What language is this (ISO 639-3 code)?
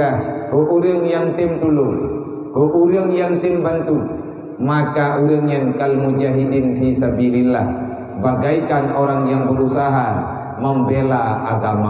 ace